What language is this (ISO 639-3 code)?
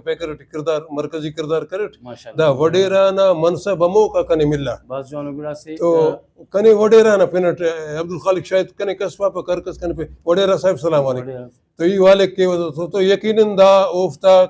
brh